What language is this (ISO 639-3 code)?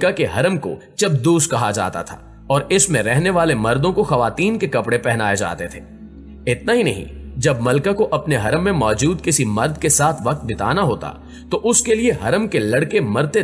hin